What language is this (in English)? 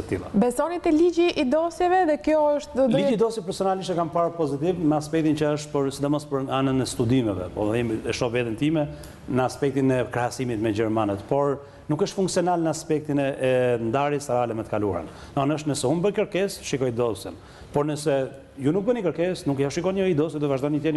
Albanian